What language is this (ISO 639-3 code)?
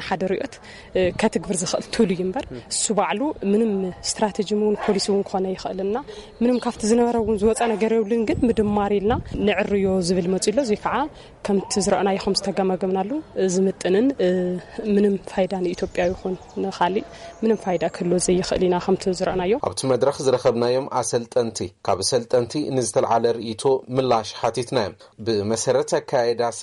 tir